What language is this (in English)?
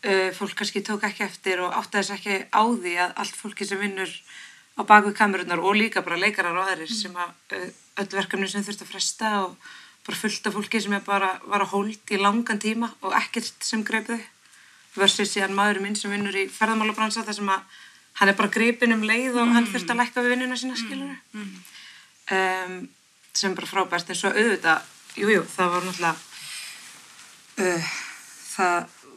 Icelandic